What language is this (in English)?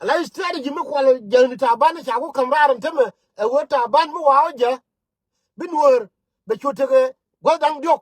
Nuer